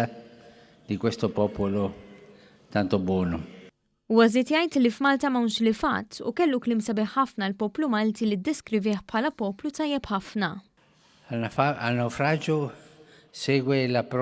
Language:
Maltese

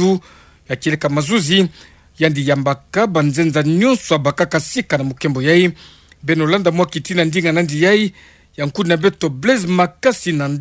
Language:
Kituba (Democratic Republic of Congo)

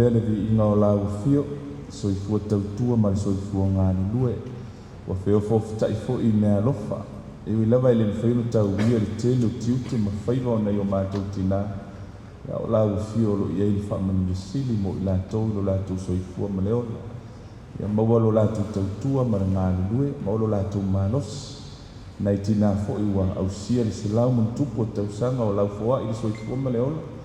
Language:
Samoan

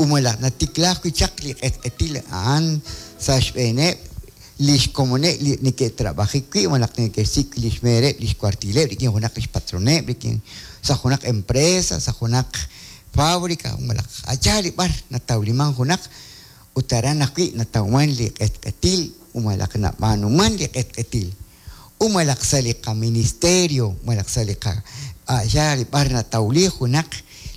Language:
Kekchí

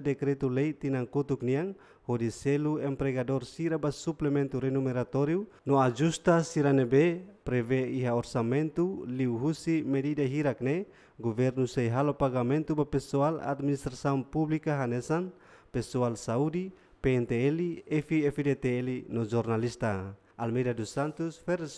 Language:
Tetum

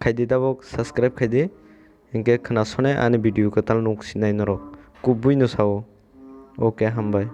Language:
Kok Borok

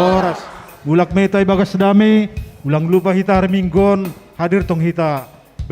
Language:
Batak Simalungun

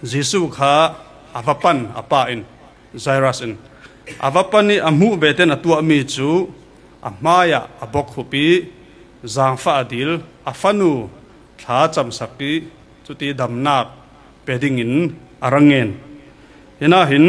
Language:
Falam Chin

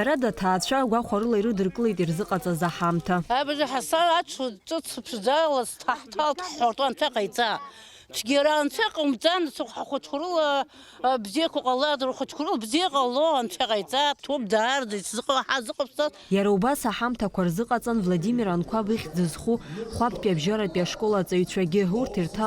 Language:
Abkhazian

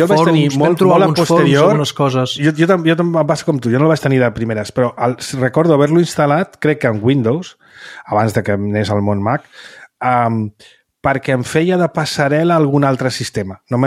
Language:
Catalan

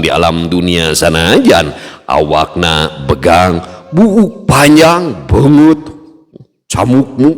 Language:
Sundanese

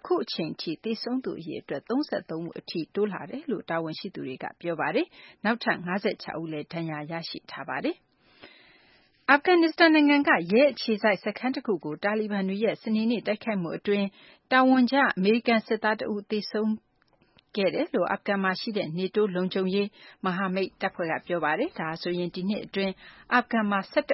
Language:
Burmese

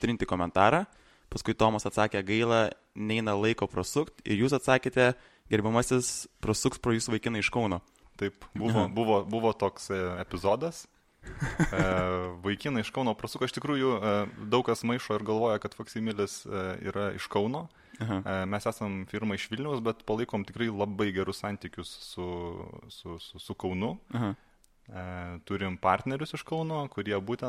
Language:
Lithuanian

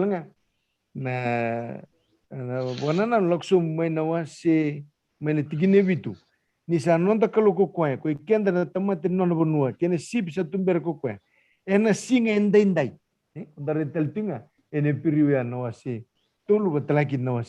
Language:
Fijian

